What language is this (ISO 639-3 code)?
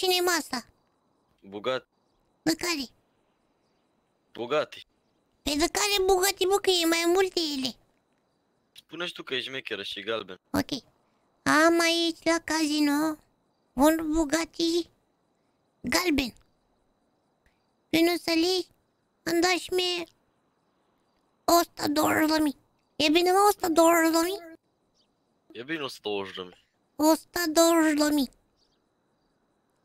ron